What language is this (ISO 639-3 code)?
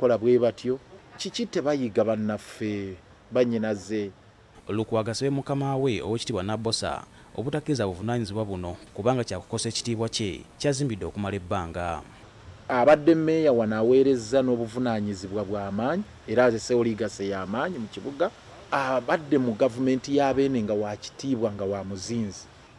lug